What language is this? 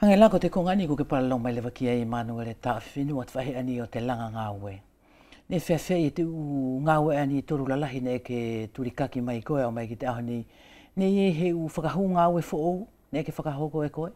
Wallisian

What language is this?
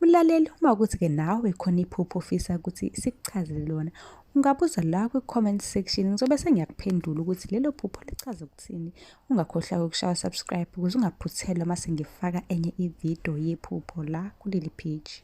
Zulu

